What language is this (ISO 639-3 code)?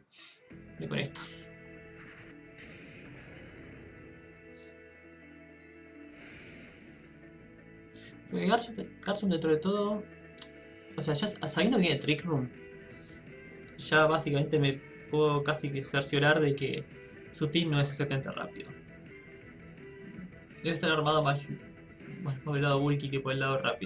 spa